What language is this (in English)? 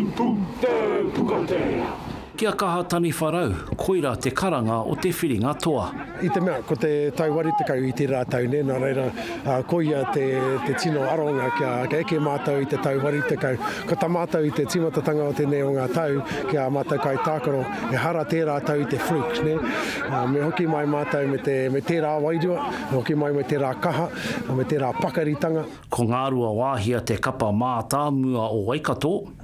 Māori